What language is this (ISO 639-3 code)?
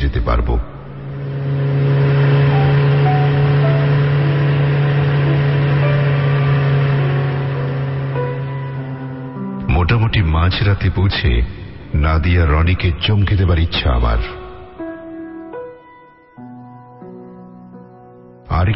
ben